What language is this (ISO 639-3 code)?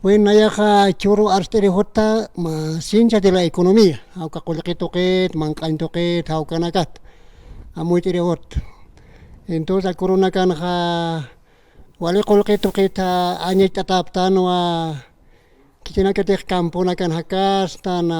aym